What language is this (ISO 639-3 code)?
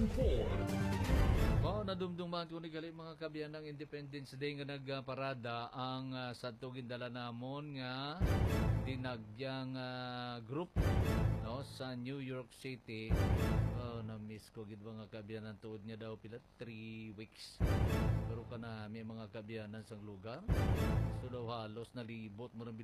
hil